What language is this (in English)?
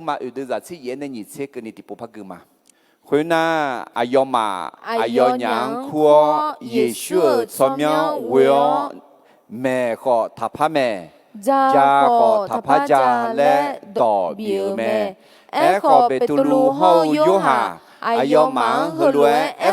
Akha